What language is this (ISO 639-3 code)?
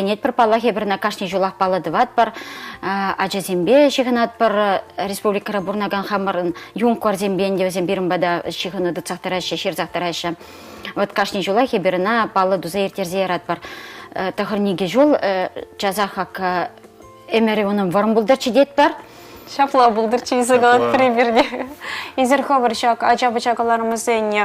chv